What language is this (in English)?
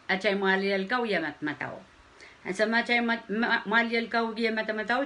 Pohnpeian